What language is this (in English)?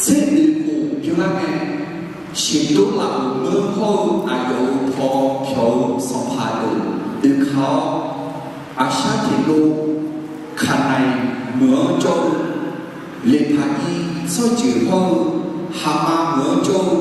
Akha